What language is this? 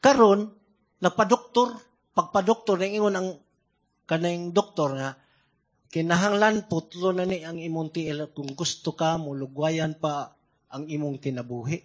Cebuano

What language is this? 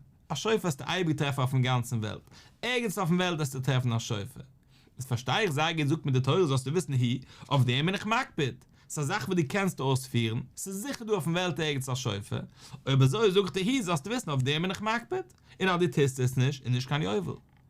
Yiddish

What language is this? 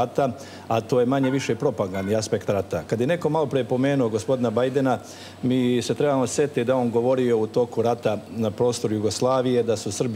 Serbian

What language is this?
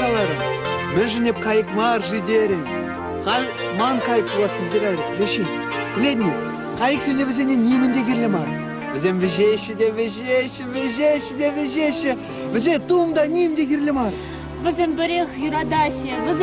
Chuvash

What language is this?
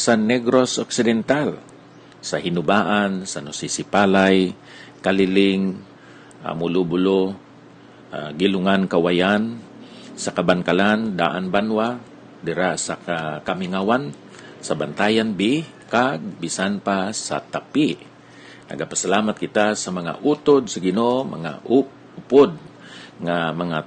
Hiligaynon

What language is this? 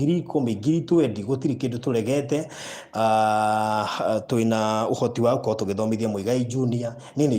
Kikuyu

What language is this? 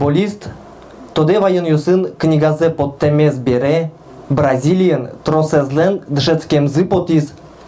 Udmurt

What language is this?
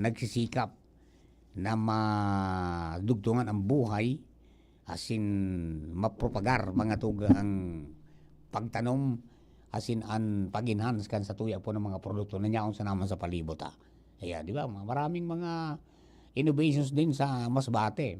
Bikol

